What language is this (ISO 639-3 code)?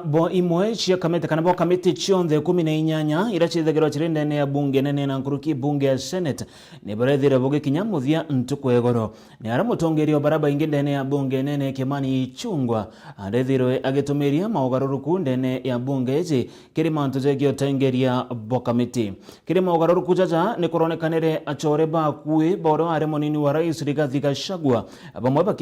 mer